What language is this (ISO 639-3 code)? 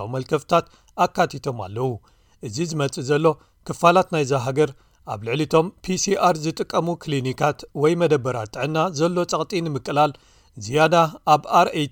tir